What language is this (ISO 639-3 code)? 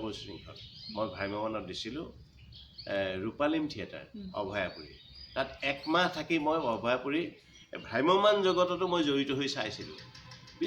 asm